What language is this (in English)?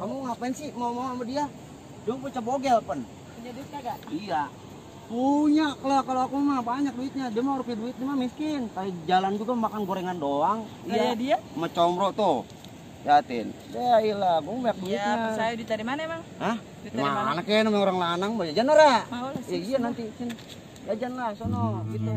Betawi